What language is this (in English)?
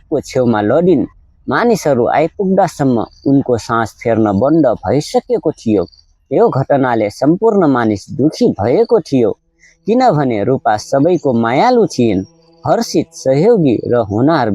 Nepali